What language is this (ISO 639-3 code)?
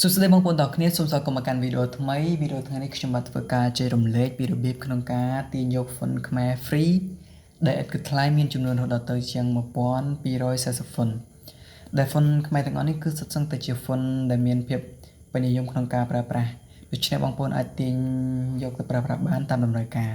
khm